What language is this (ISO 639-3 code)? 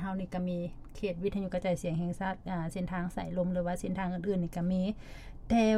lao